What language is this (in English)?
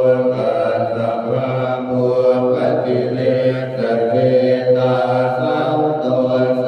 Pali